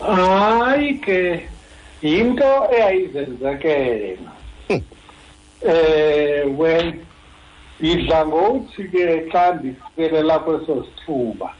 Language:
Xhosa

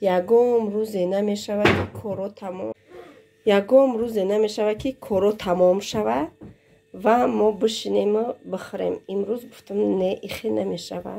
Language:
Tajik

